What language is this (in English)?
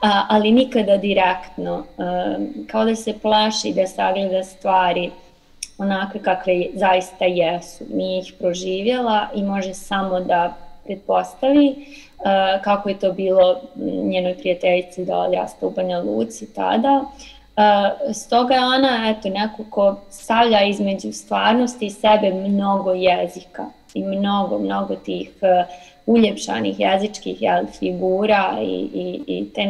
Serbian